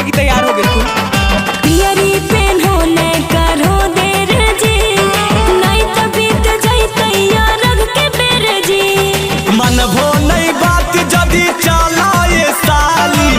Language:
Magahi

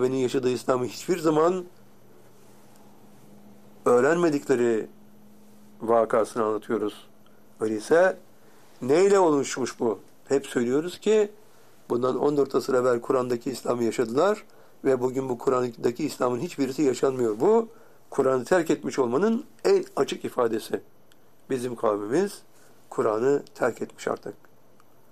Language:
Turkish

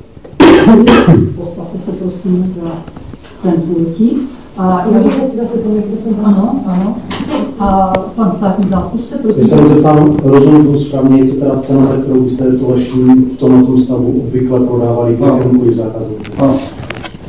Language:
Czech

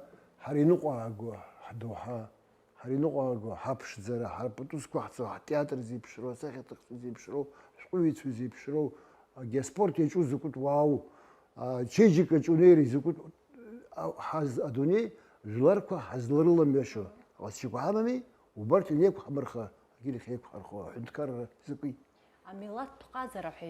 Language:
Abkhazian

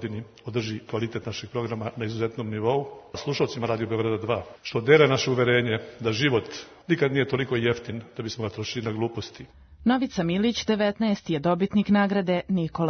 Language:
Serbian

